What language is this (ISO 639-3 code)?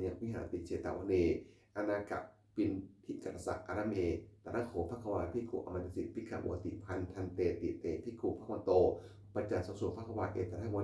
pli